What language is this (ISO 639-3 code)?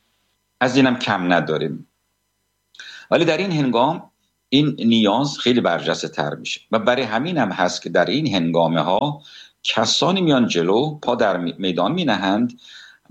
fas